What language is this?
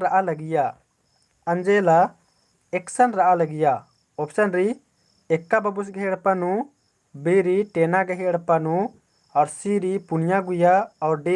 Kurukh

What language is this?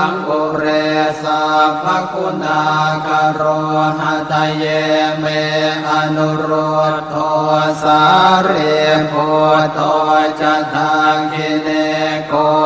Pali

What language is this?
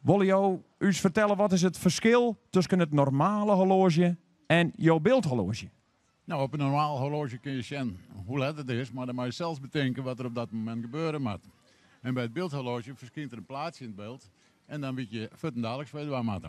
Western Frisian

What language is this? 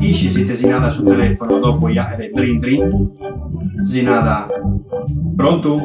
Sardinian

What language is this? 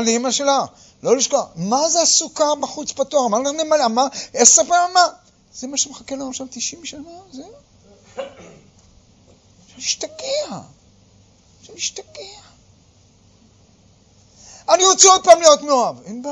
Hebrew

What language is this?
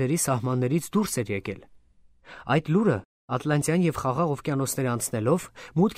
Armenian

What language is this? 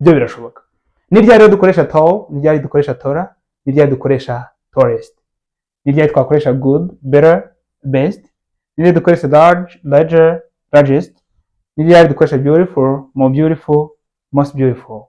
Kinyarwanda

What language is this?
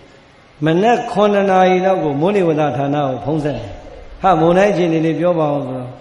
Burmese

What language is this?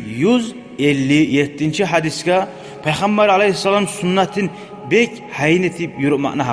Kumyk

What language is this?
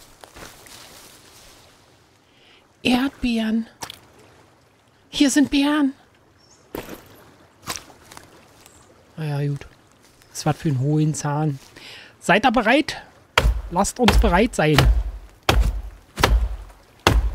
German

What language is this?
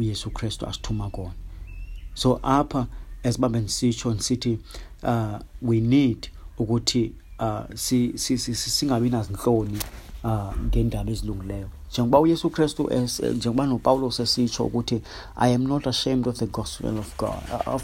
Xhosa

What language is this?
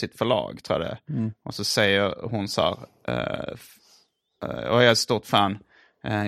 Swedish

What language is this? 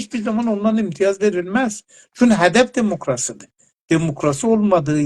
South Azerbaijani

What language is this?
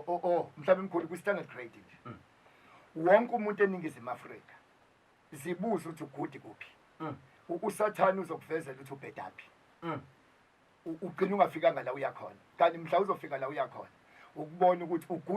Zulu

